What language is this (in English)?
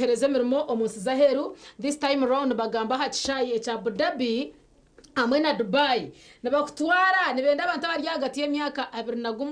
Nyankole